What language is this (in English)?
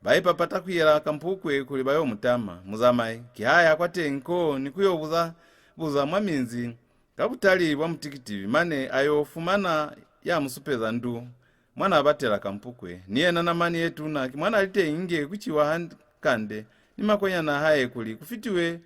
Lozi